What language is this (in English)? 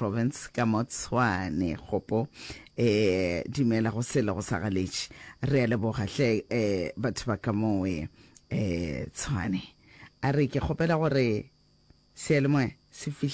Northern Sotho